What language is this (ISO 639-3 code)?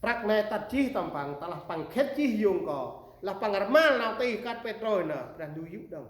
cmo